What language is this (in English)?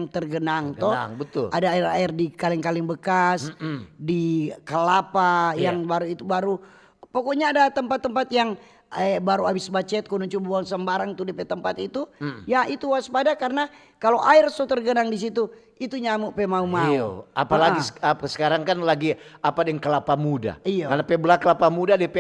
Manado Malay